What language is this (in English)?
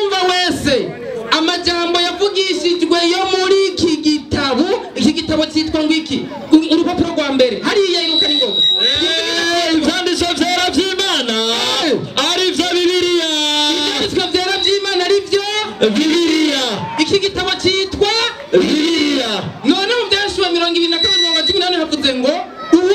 Rundi